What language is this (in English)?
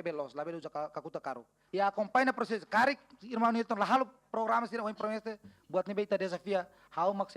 Tetum